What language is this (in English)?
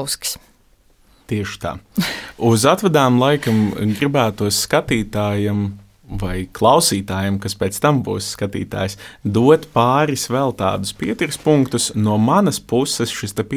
Latvian